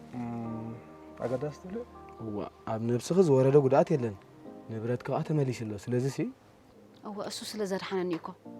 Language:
Tigrinya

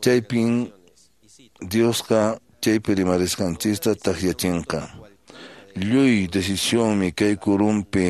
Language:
Quechua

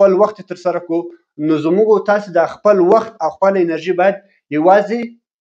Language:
Pashto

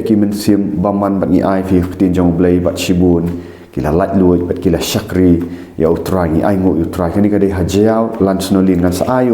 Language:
Khasi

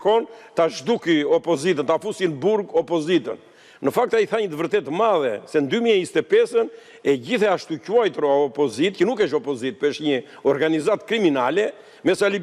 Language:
Albanian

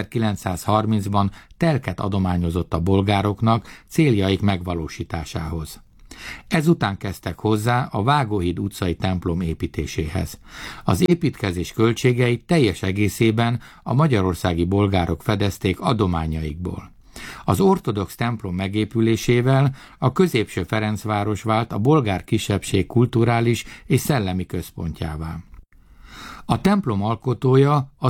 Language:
Hungarian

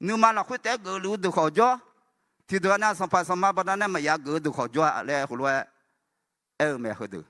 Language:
Akha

